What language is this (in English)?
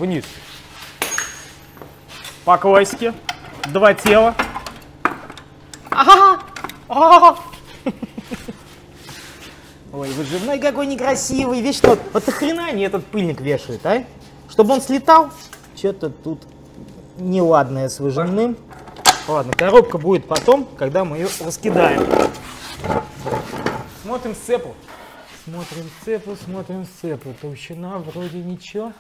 Russian